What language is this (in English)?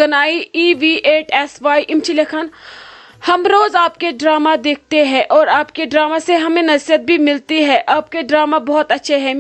Kashmiri